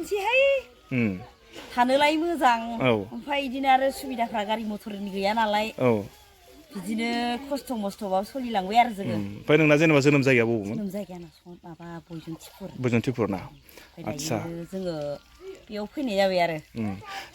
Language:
Bodo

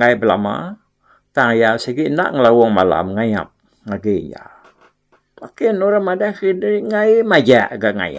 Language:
Iban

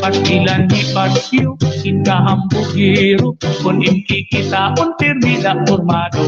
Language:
Waray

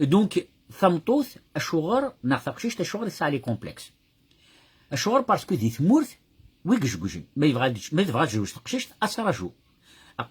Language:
Kabyle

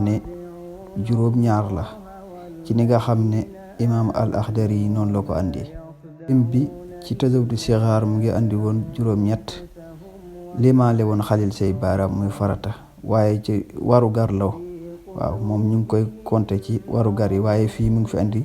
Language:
Wolof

